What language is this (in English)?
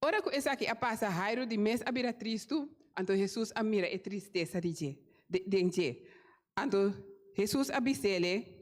Papiamento